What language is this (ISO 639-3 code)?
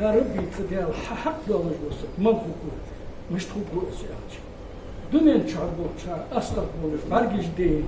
inh